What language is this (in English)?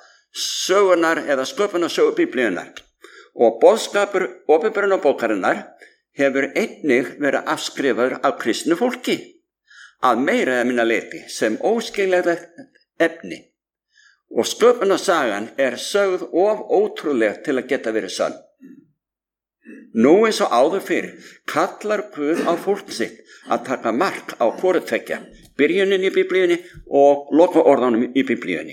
Icelandic